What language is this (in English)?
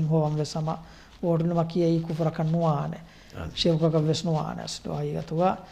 Divehi